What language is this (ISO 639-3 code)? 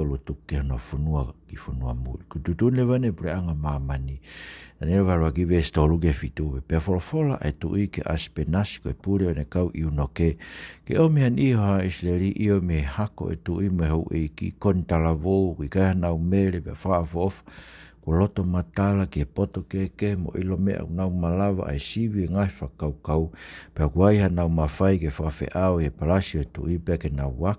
ton